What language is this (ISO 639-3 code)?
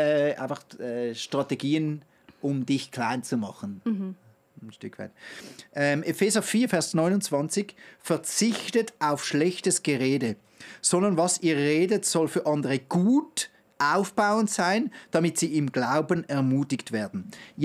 gsw